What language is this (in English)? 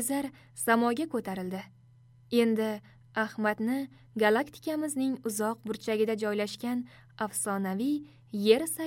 Uzbek